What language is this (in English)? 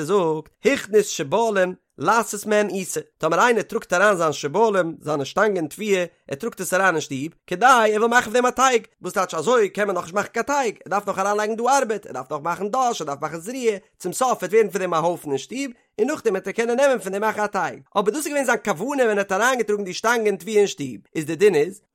Yiddish